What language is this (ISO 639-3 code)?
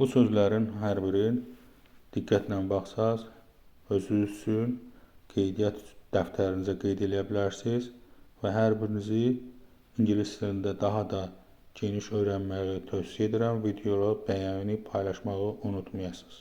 aze